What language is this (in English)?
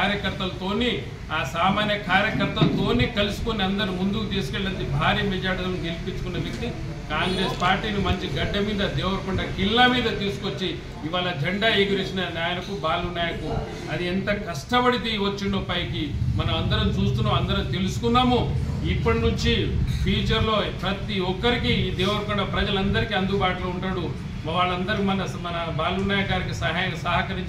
Telugu